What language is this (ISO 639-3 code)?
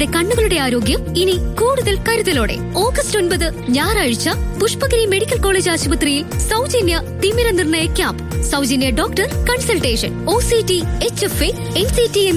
mal